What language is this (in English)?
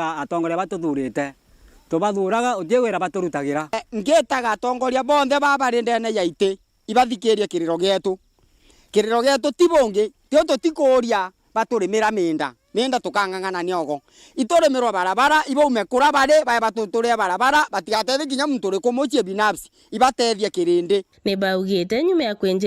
Meru